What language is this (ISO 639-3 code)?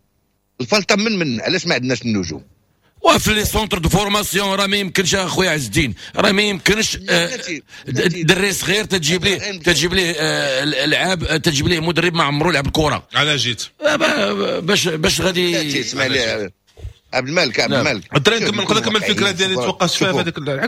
ary